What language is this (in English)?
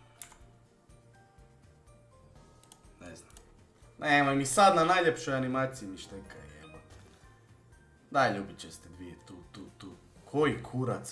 Croatian